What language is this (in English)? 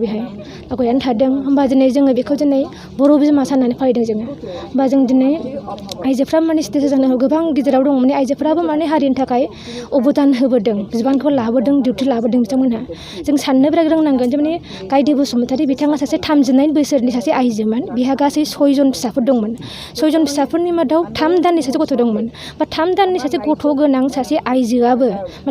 Bodo